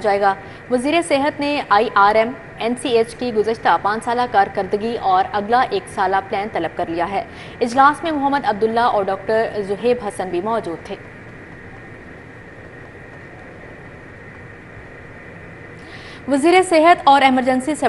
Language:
Urdu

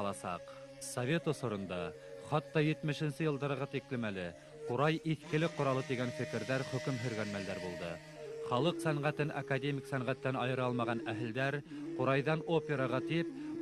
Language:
Bashkir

